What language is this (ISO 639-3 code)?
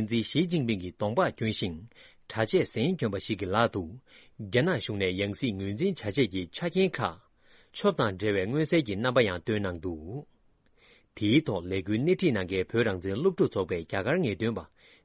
bod